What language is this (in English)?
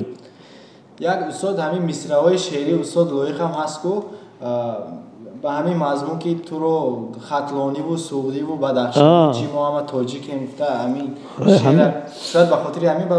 Tajik